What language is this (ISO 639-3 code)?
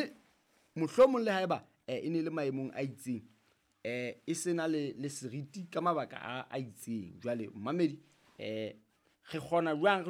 sot